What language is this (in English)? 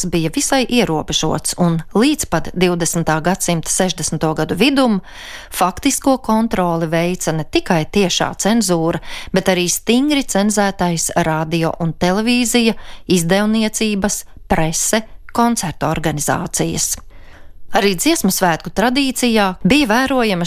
Latvian